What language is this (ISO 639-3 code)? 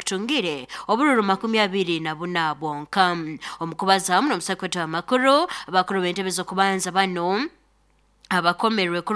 nyo